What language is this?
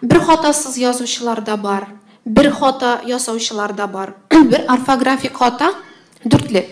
Tatar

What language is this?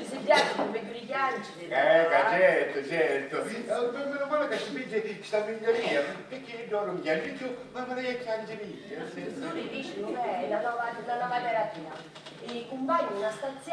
Sicilian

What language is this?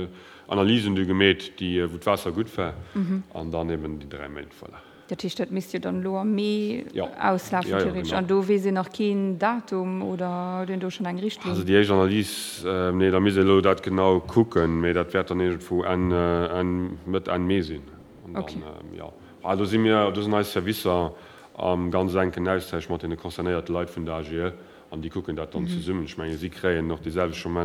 Luxembourgish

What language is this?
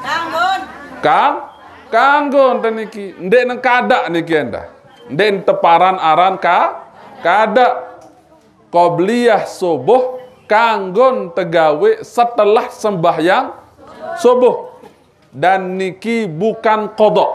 Sasak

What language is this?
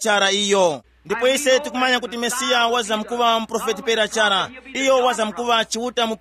Tumbuka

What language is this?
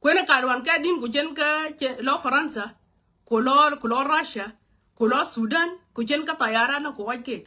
Nuer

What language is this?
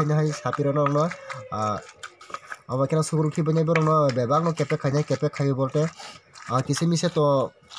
Kok Borok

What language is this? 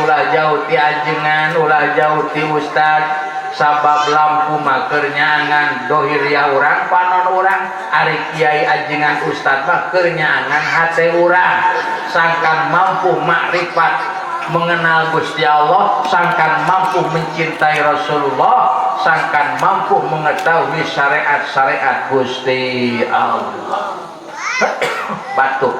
Sundanese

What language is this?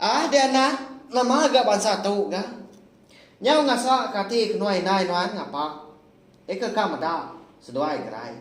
Iban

